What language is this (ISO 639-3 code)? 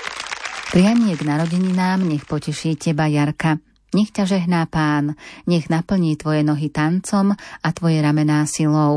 slk